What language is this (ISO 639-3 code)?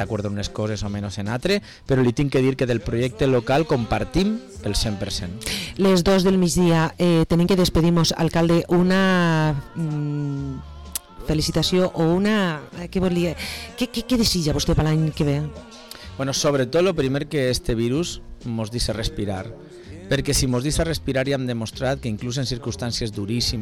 cat